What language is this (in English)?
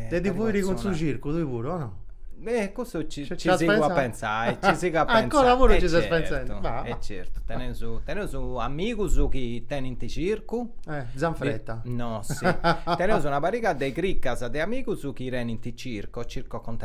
Sardinian